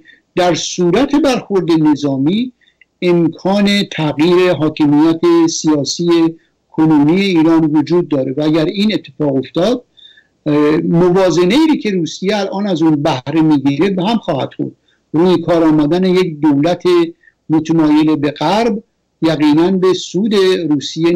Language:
Persian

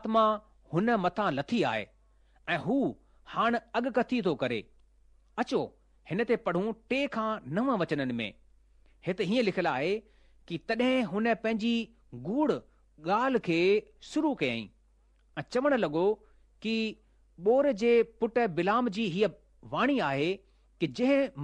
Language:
Sindhi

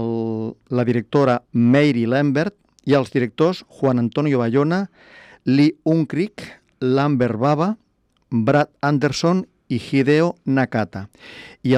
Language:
Catalan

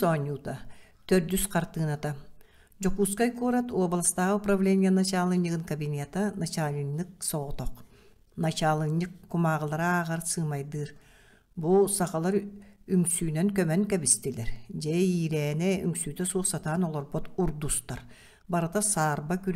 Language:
Yakut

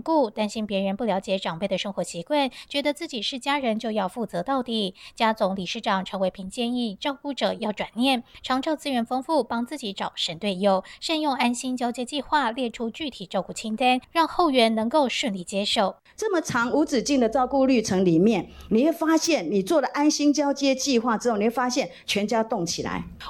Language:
Chinese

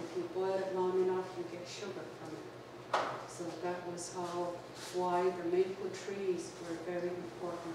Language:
Mohawk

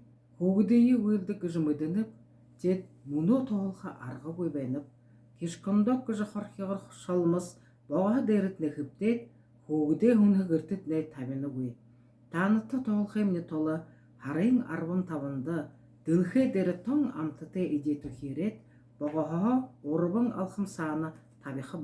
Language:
Buriat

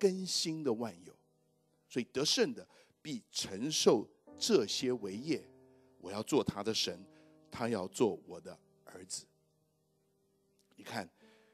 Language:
Chinese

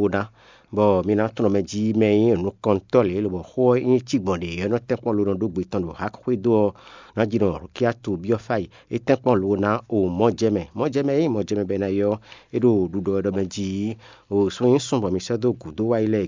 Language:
Fon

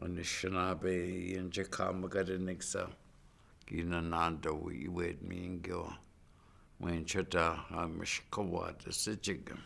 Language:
Chippewa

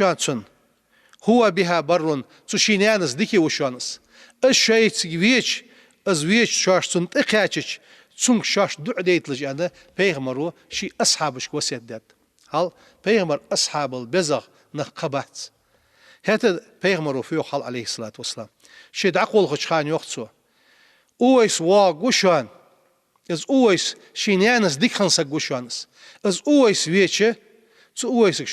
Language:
Ingush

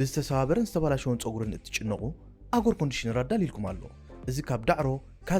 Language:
Tigrinya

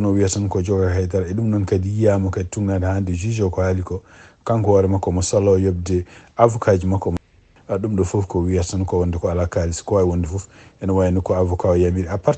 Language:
Fula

